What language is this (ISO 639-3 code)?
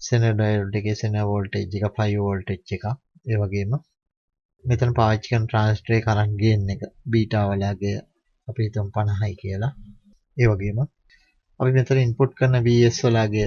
sin